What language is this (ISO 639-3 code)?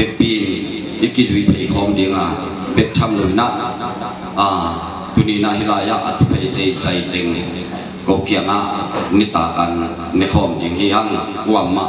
ctd